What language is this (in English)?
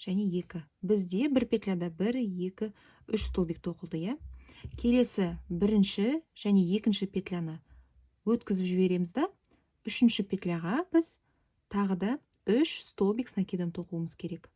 Kazakh